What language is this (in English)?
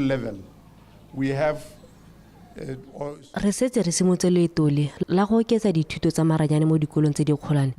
Tswana